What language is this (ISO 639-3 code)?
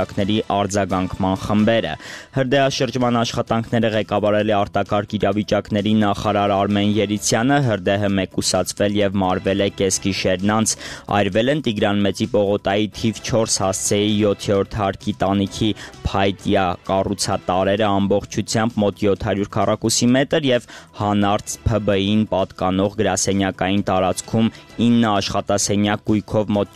hye